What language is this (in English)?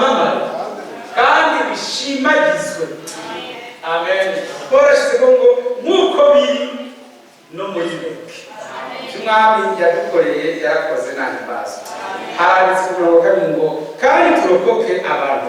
Rundi